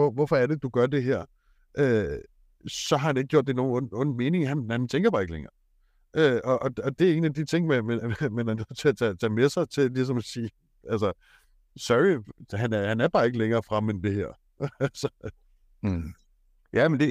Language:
Danish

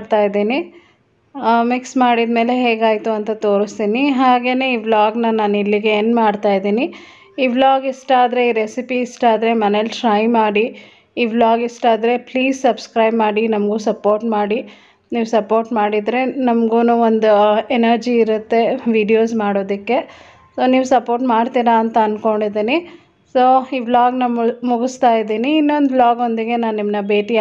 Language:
Kannada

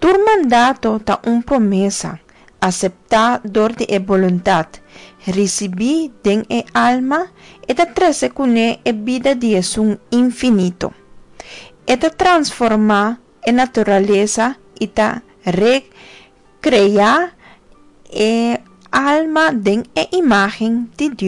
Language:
Papiamento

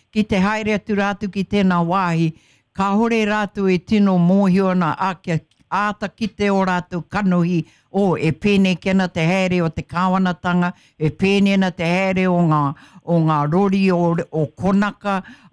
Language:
Māori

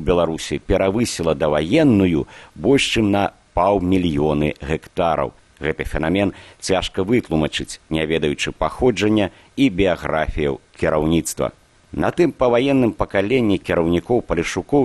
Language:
Belarusian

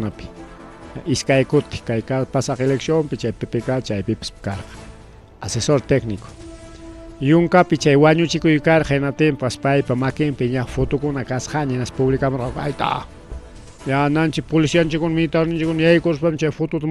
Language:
Ayacucho Quechua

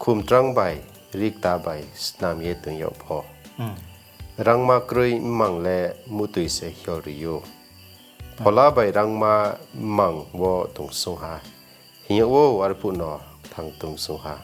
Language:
Riang (India)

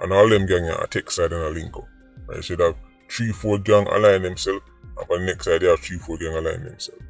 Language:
Jamaican Creole English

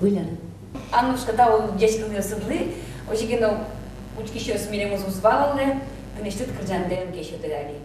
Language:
Udmurt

